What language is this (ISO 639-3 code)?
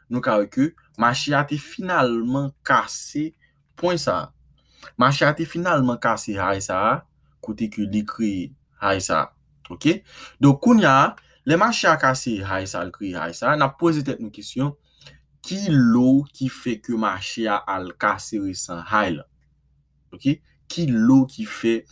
hat